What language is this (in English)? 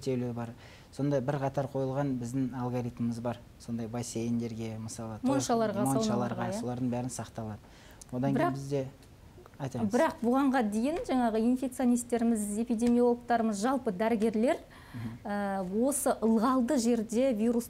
Kazakh